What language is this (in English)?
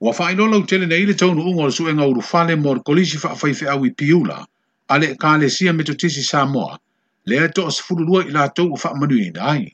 Samoan